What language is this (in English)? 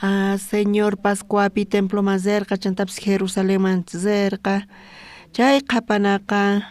South Bolivian Quechua